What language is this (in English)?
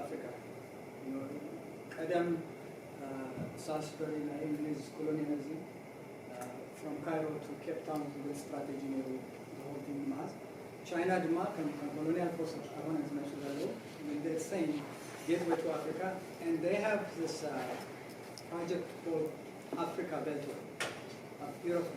Tigrinya